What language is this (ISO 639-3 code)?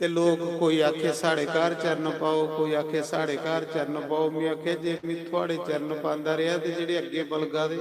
doi